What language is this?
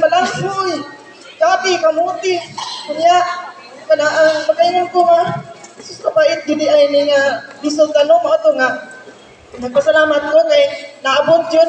Cebuano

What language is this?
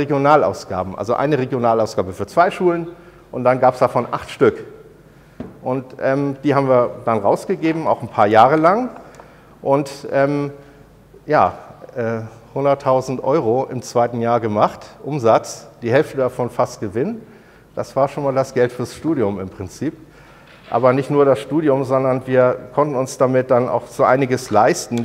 German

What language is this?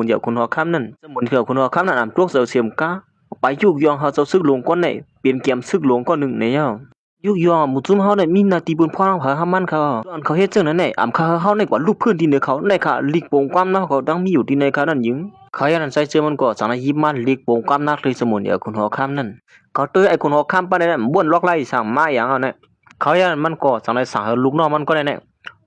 Shan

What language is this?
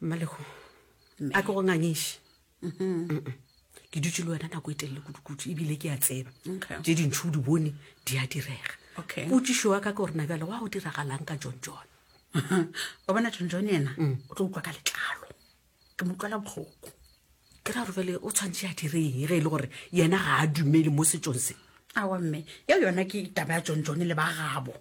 Northern Sotho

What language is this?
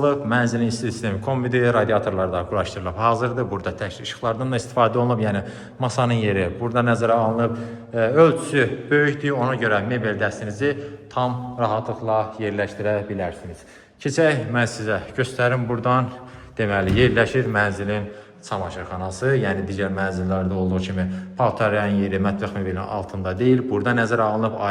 Azerbaijani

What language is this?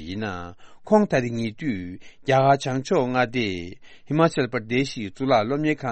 Tibetan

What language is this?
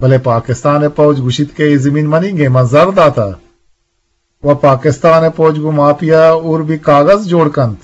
Eastern Balochi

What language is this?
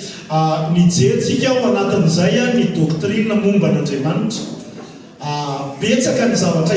Malagasy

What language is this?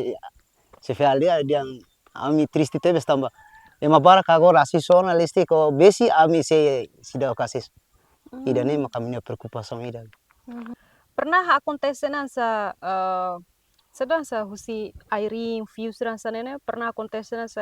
Tetum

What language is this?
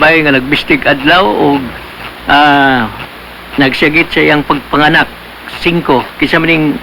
Cebuano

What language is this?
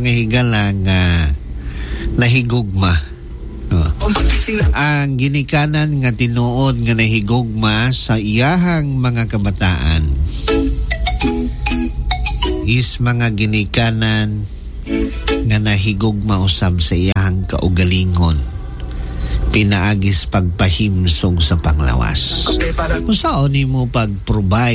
Cebuano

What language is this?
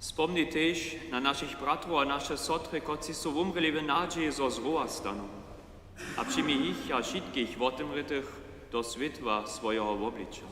Upper Sorbian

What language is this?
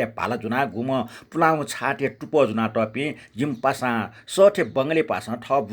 Newari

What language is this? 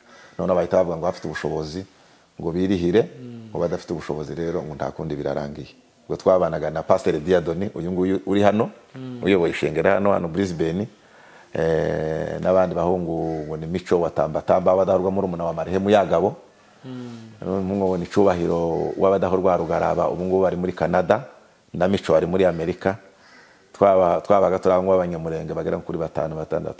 Kinyarwanda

